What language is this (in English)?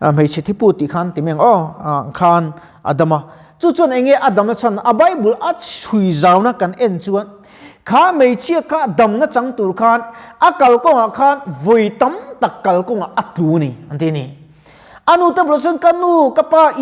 Mizo